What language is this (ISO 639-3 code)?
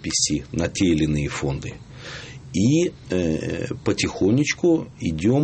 rus